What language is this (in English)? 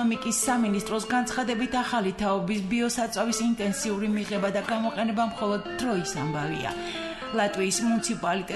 Georgian